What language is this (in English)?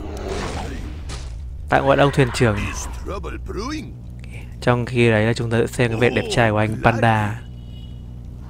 Vietnamese